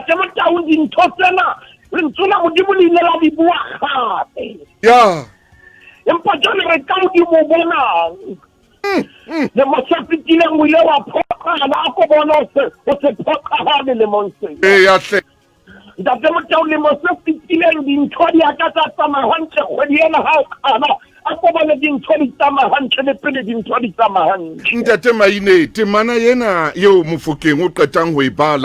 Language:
Southern Sotho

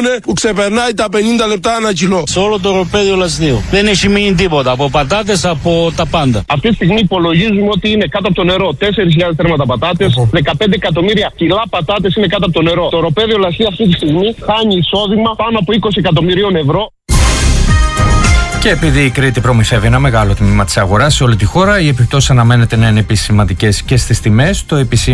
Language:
Greek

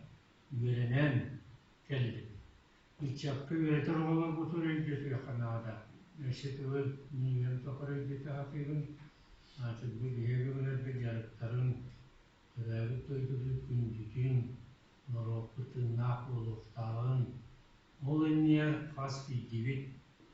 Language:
Yakut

